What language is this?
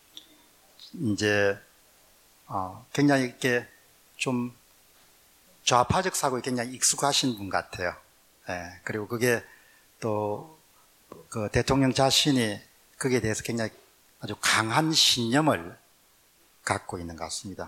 Korean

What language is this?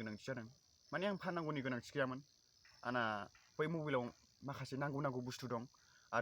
Bodo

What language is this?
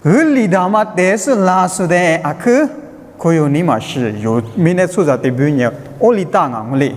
Lisu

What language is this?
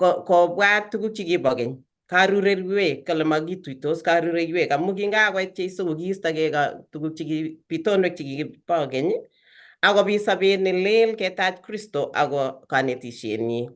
Kalenjin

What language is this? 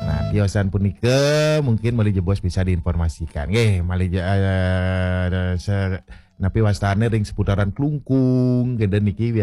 Balinese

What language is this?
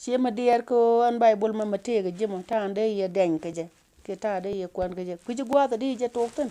Nuer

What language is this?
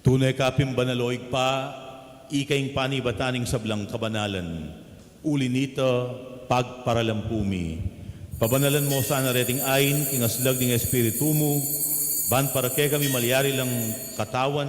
Pampanga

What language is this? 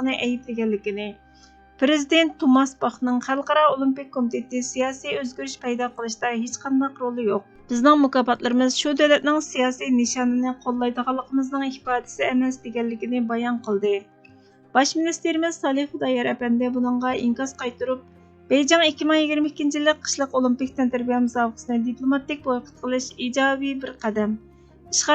Uyghur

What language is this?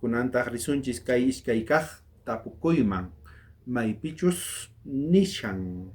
South Bolivian Quechua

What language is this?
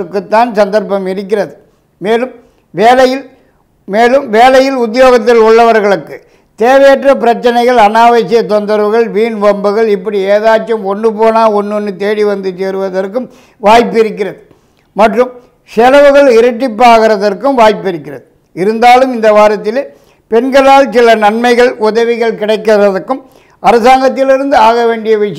Tamil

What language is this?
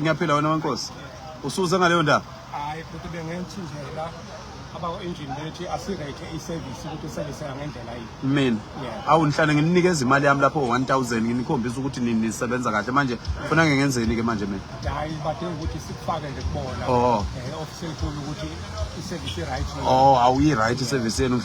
Zulu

